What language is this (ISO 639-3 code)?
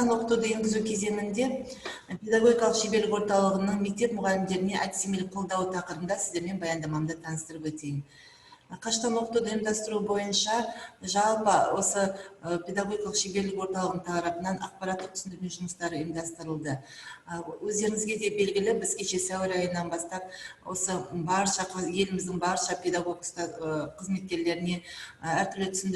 kaz